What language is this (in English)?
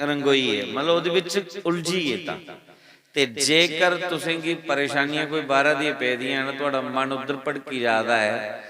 Dogri